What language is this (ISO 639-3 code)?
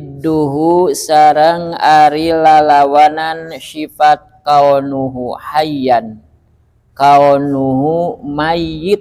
sun